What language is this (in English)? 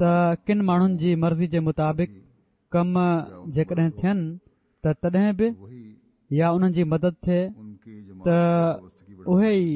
Sindhi